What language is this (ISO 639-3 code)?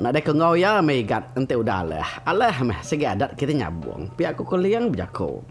iba